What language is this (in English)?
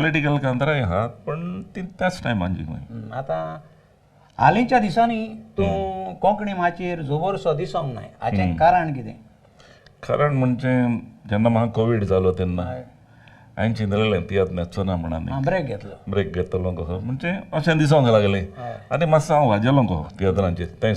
Konkani